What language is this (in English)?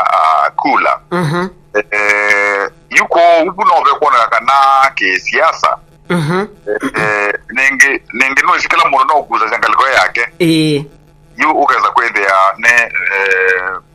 Kamba